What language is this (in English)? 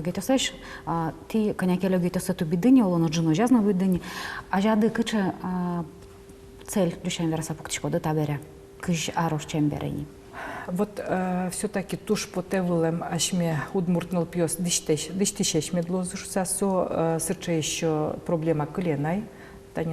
Udmurt